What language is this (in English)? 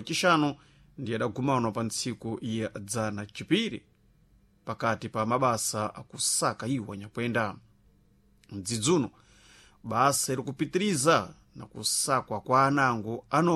Sena